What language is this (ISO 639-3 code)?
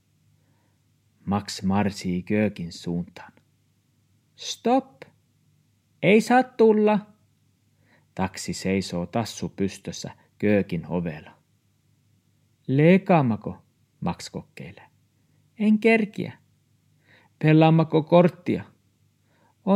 fin